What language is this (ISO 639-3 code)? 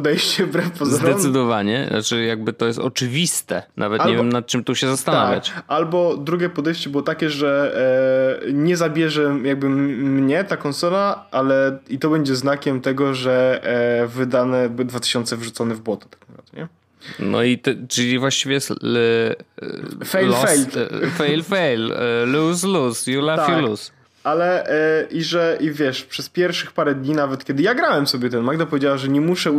pol